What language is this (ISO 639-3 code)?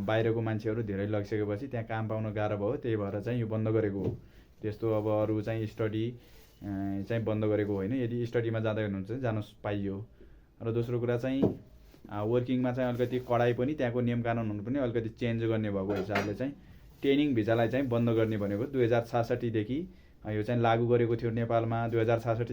nep